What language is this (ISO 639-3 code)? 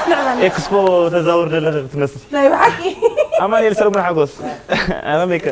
tir